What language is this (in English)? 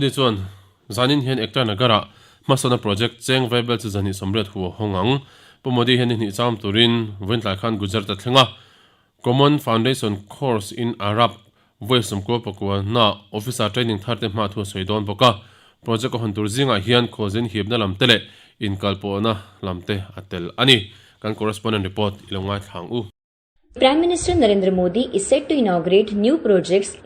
Mizo